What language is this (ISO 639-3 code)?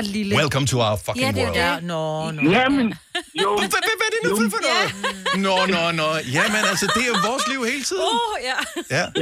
dan